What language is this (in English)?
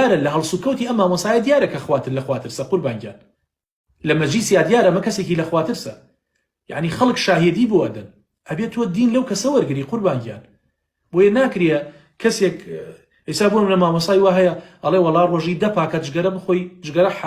Central Kurdish